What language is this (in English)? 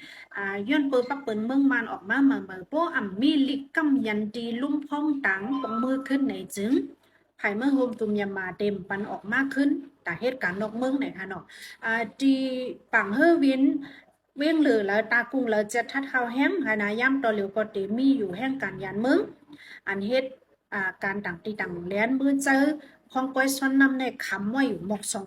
Shan